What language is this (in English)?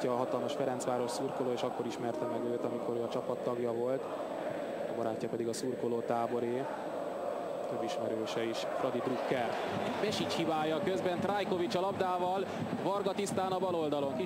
Hungarian